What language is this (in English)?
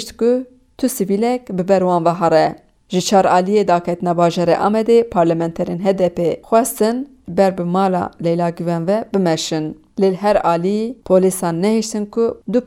Kurdish